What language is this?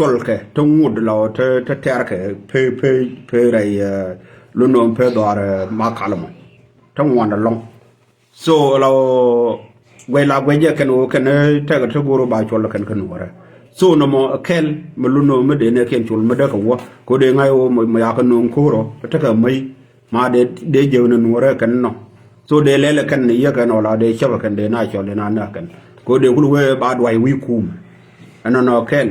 Nuer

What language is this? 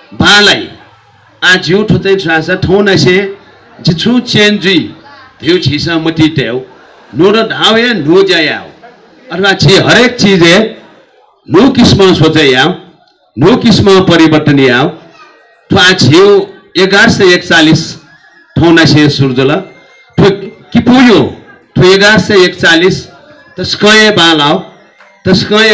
Newari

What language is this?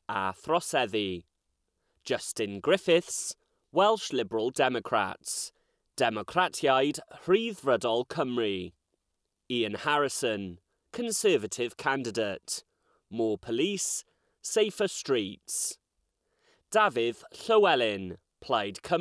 Welsh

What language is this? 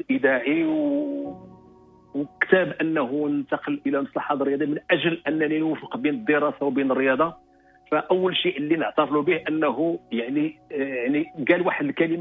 Moroccan Arabic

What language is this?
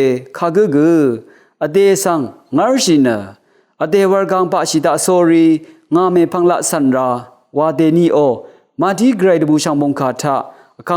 Rawang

